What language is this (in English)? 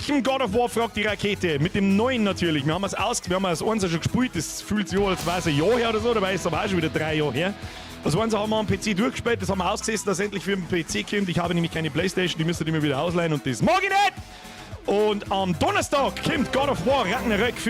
Bavarian